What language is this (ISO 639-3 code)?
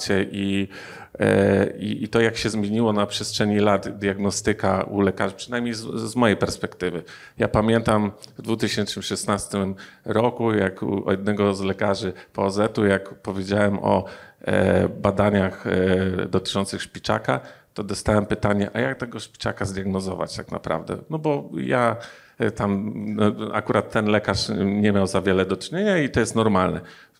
pol